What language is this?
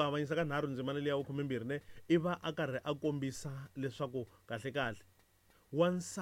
Tsonga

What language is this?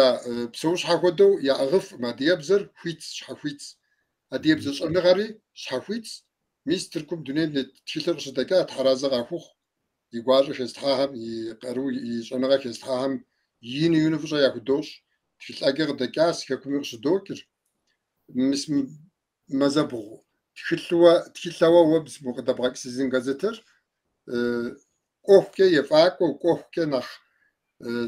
Kabardian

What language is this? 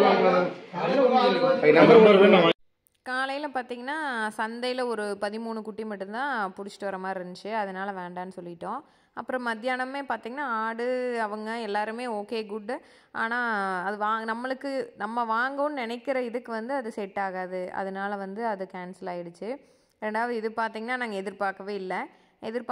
Tamil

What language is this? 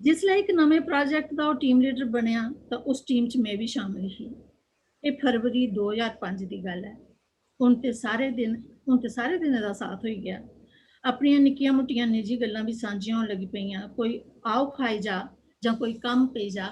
Dogri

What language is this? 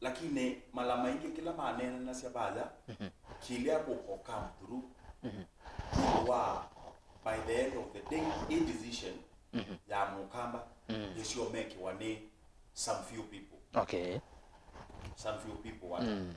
Kamba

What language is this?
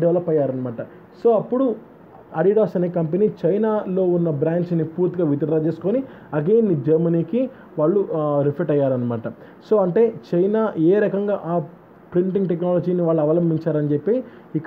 Telugu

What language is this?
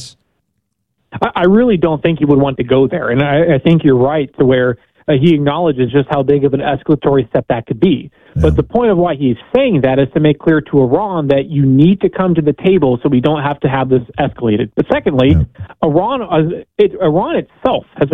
English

